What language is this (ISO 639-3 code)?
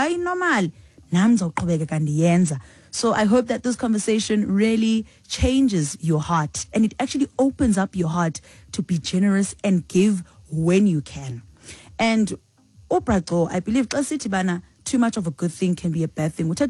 xho